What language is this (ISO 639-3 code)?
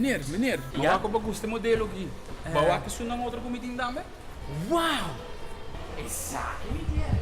pap